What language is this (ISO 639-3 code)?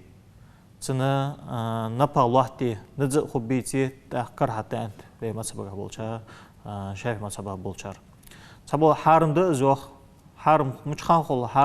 inh